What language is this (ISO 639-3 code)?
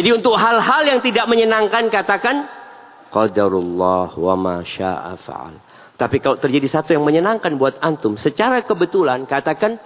ind